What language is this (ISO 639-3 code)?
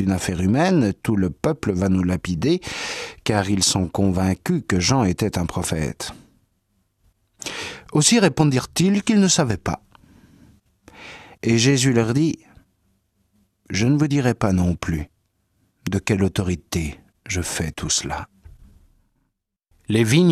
fra